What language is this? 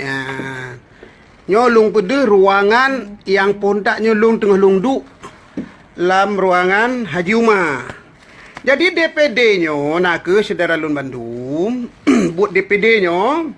Achinese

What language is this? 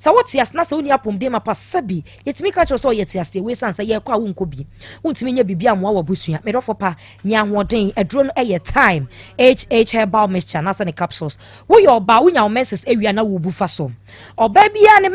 Akan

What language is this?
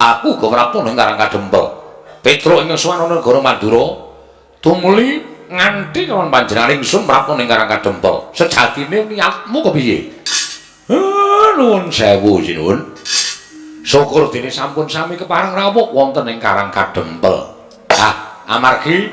Javanese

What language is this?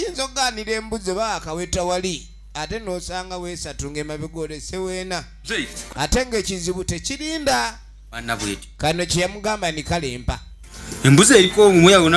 Ganda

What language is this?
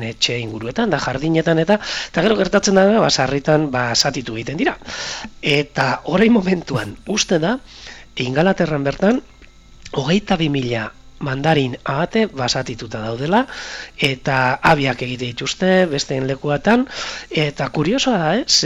Basque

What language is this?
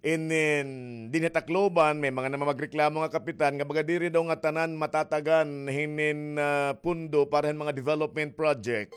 Waray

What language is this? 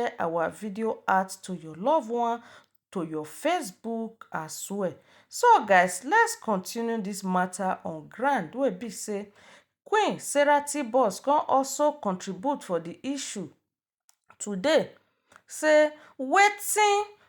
Nigerian Pidgin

